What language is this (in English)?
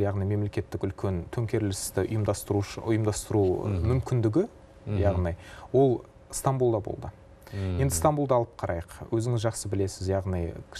Kazakh